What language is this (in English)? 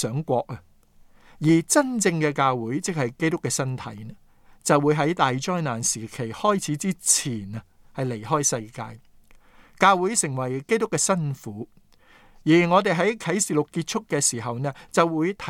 Cantonese